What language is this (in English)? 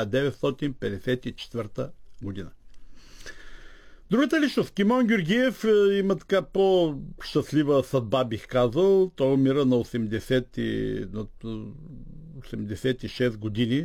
Bulgarian